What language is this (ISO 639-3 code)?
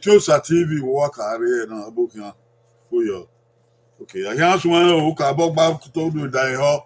bin